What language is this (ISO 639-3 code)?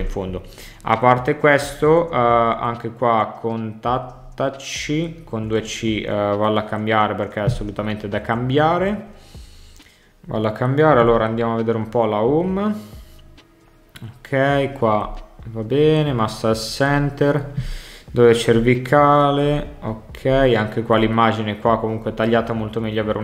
ita